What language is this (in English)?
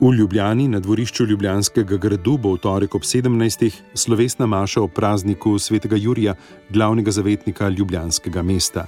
Slovenian